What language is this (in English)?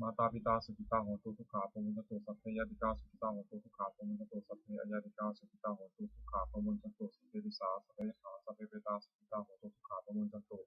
Pali